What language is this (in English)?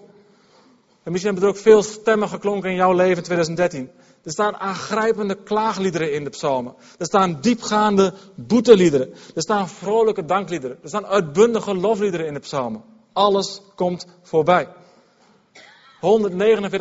Dutch